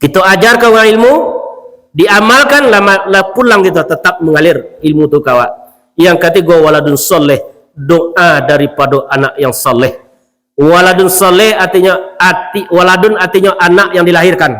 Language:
Minangkabau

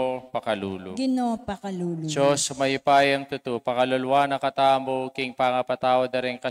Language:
Pampanga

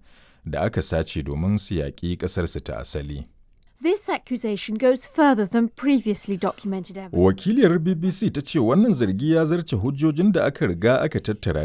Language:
Hausa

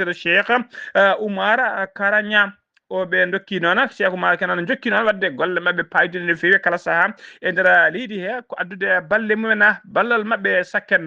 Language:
Fula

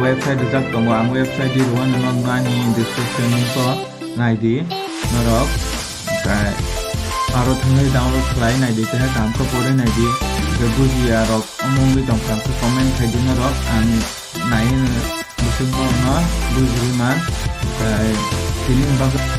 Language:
Kok Borok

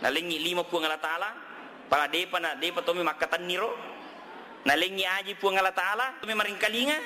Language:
Buginese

